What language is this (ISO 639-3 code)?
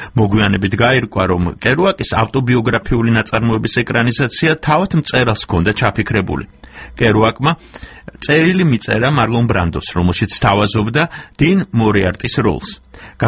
kat